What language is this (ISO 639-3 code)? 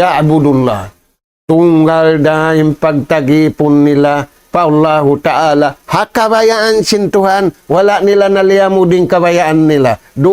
tsg